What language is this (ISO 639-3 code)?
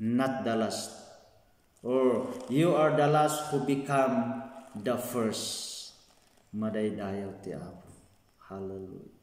ilo